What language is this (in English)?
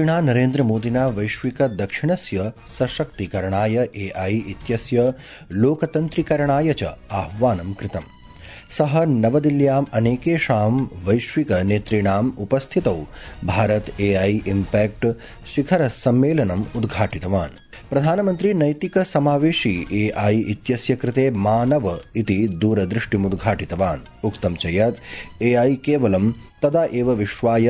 Sanskrit